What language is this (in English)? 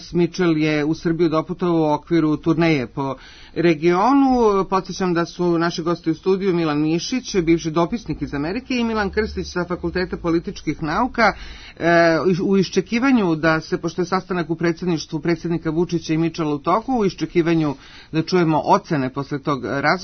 Serbian